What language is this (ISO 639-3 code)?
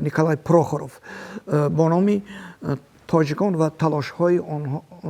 tgk